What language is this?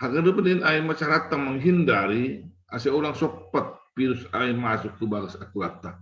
Batak Simalungun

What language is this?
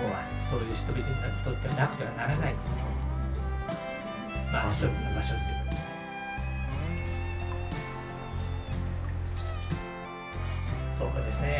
Japanese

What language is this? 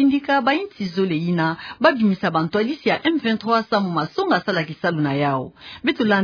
Kituba (Democratic Republic of Congo)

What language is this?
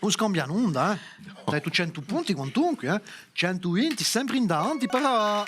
Corsican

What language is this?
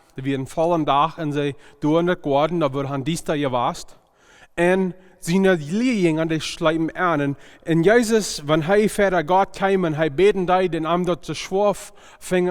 Plautdietsch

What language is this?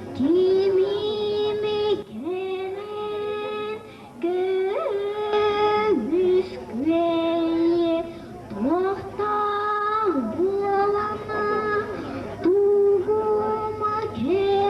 Yakut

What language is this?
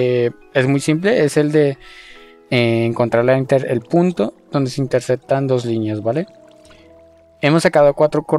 Spanish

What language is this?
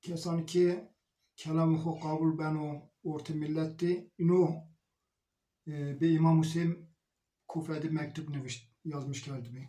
Zaza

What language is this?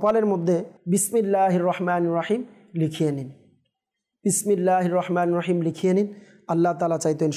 Bangla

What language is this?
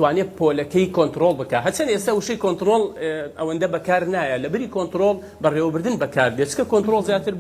Central Kurdish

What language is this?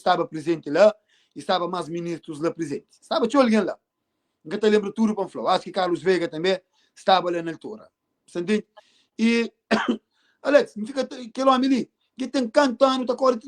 Kabuverdianu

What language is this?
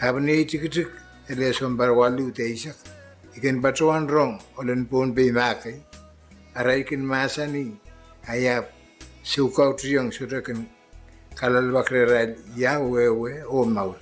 Pohnpeian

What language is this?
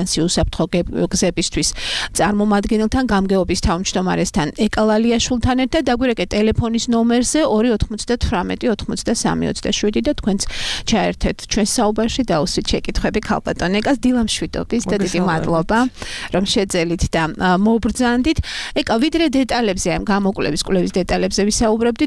Georgian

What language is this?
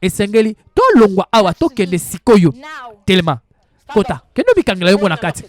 Lingala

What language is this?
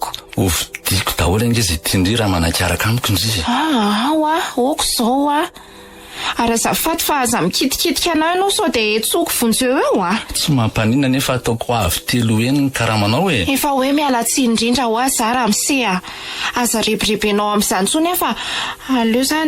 Malagasy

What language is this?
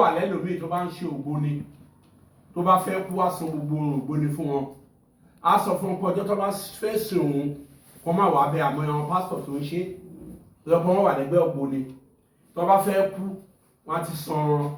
Yoruba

